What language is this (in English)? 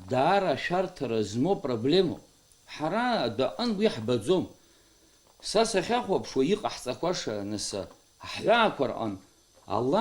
Abkhazian